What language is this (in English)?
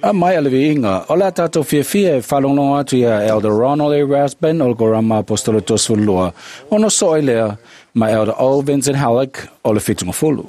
Samoan